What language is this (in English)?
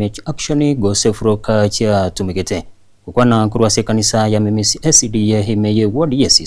Gusii